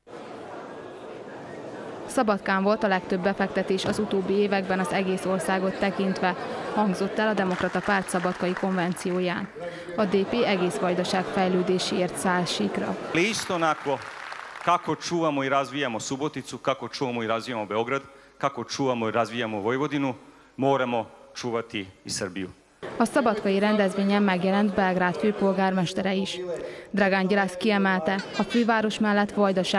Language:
Hungarian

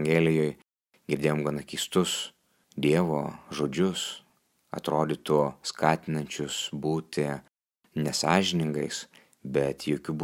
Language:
Lithuanian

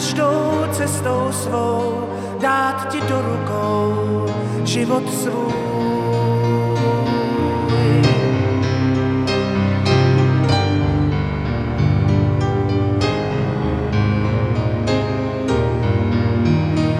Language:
Czech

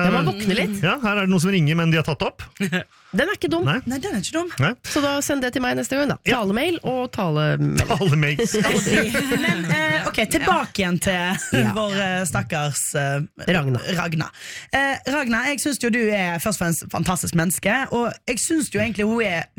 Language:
Norwegian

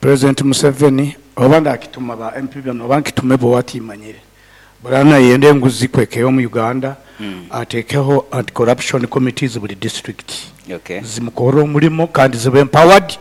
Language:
Nyankole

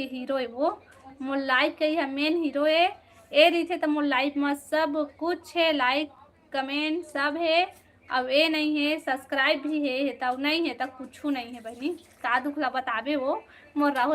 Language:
Chhattisgarhi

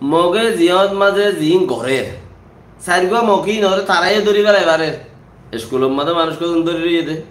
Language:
Rohingya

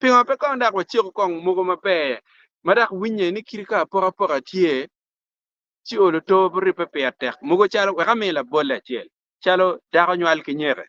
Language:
Acoli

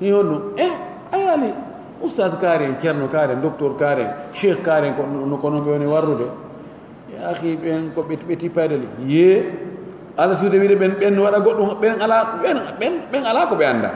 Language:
Pular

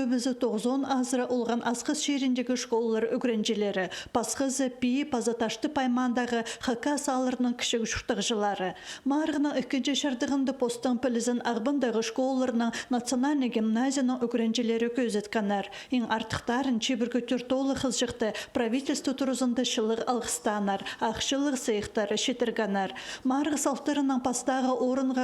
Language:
Khakas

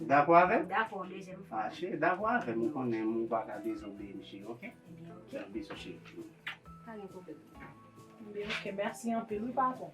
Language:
Haitian Creole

